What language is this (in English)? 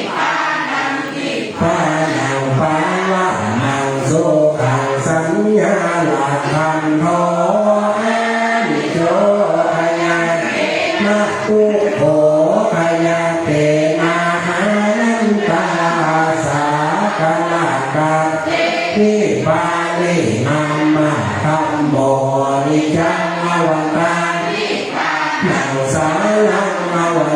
Pali